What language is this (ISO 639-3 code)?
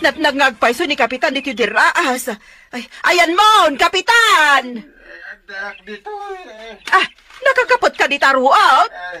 ilo